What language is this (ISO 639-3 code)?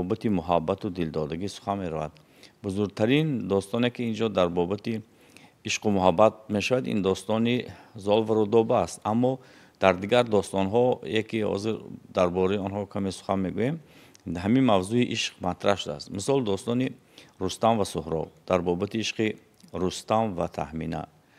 tgk